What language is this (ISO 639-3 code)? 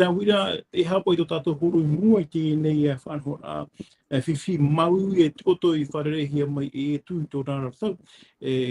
tah